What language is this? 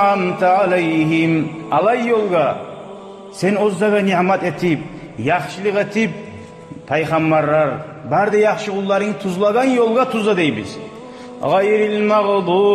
Kumyk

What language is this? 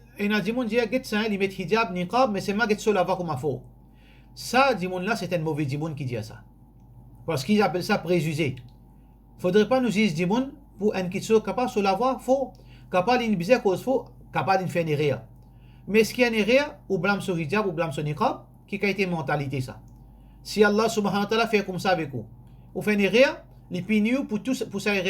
Morisyen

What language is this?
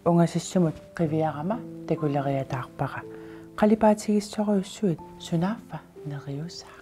Kalaallisut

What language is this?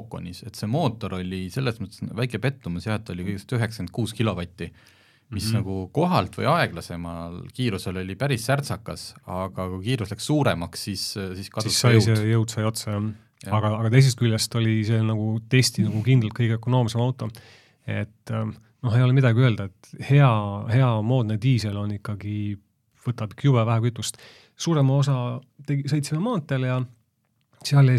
Estonian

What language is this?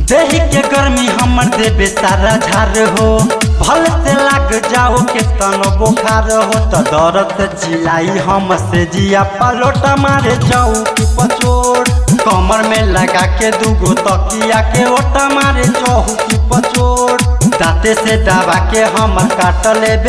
Bhojpuri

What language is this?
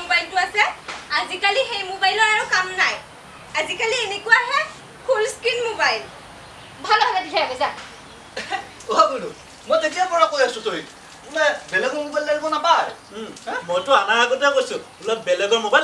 Assamese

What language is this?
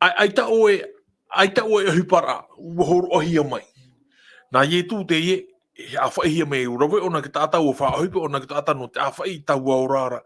Tahitian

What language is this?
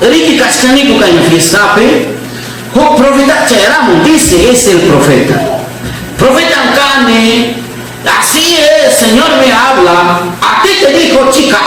Ayacucho Quechua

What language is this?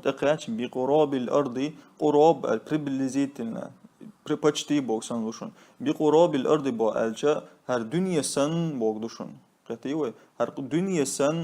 Chechen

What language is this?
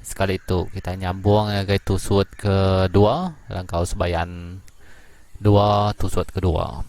Iban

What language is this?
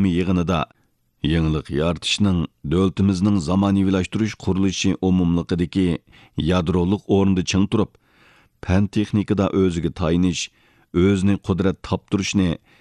Uyghur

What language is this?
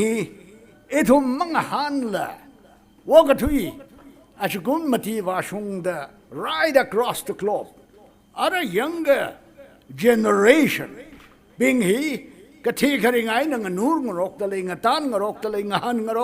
Tangkhul Naga (India)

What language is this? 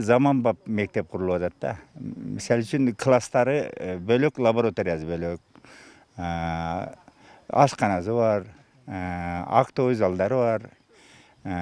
Kyrgyz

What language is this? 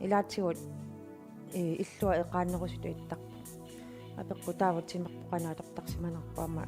Kalaallisut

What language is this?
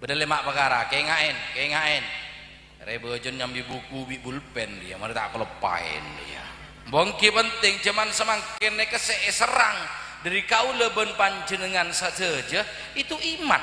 Madurese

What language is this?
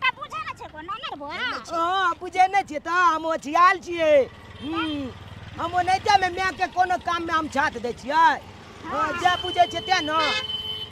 Maithili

